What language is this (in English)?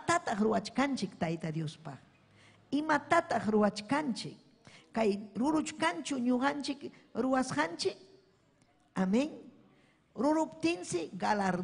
Ayacucho Quechua